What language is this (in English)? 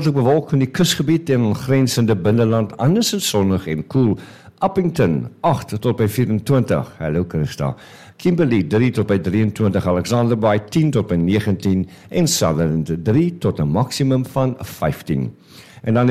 Afrikaans